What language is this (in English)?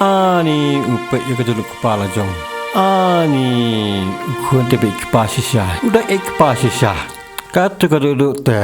Khasi